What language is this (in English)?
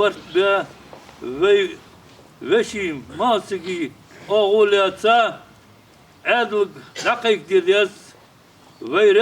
Ingush